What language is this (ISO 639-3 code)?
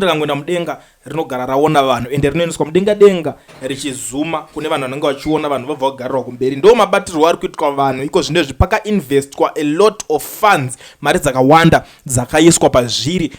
sna